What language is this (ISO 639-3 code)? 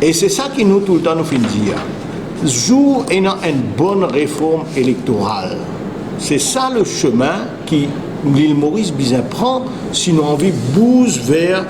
mfe